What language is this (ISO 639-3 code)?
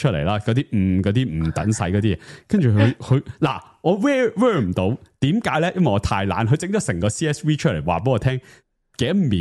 yue